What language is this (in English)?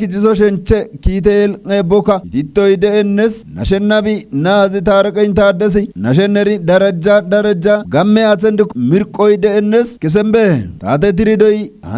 Kafa